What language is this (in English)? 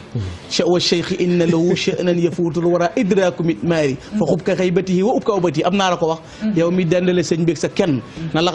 Wolof